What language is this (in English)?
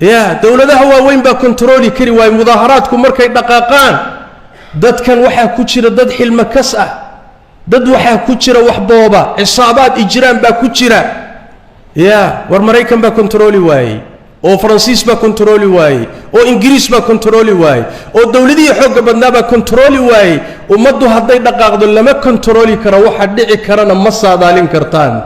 Somali